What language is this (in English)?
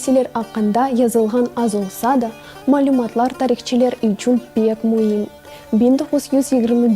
Crimean Tatar